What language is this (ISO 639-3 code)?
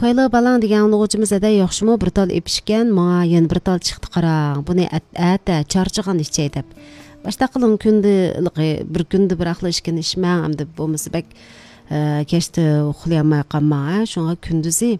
uig